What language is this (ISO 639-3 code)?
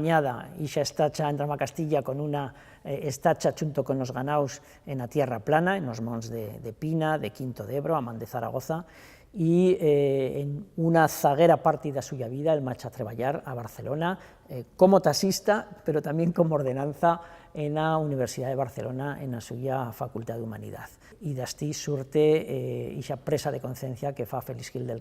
arg